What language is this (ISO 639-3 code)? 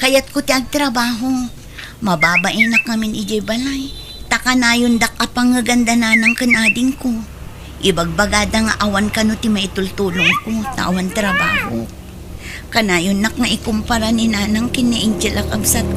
ilo